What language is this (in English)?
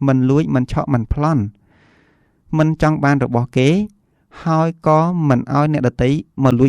Khmer